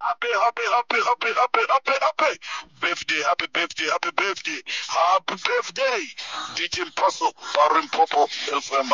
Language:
Nyanja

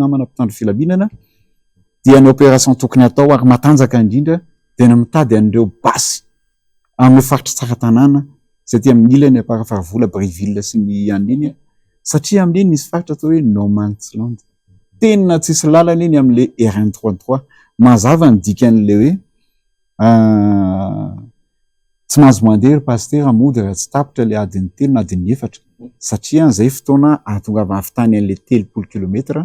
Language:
Malagasy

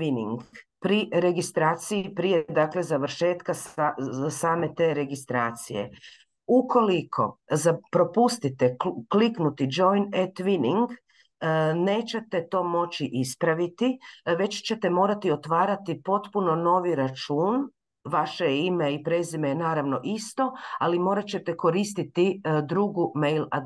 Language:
Croatian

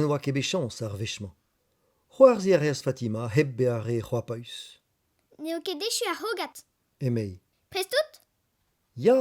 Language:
Breton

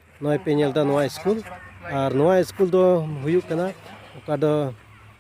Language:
Santali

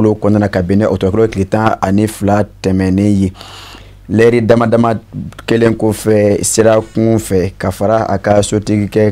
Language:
Bambara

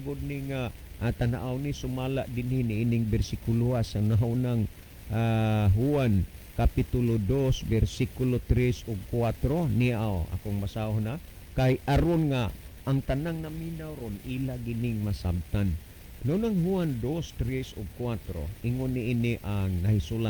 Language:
Cebuano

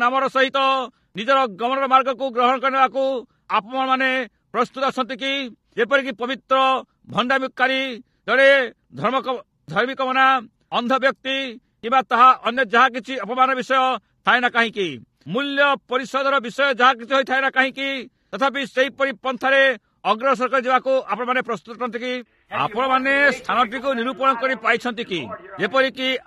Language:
Odia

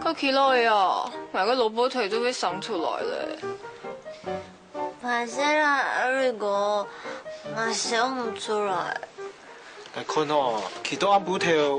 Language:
Hakka Chinese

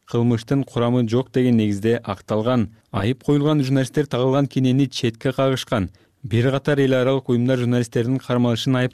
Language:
Kyrgyz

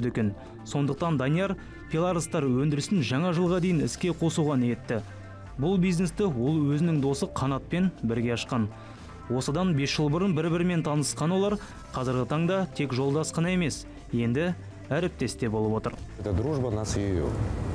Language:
Kazakh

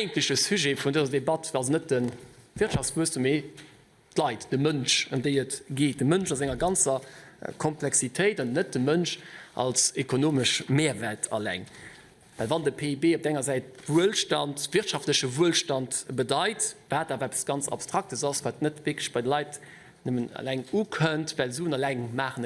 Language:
Luxembourgish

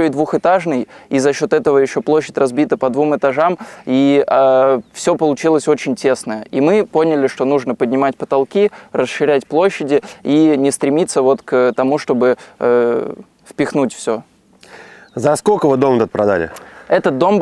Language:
Russian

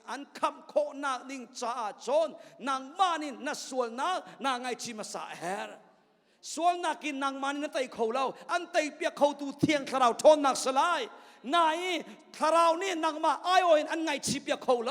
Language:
Hakha Chin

